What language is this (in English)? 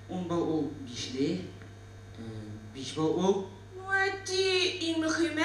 Tatar